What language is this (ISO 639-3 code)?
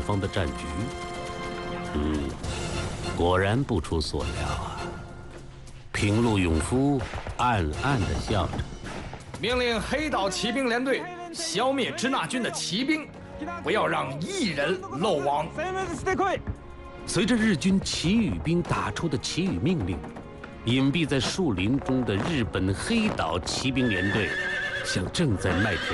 zho